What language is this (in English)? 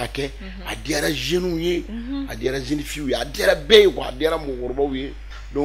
Bambara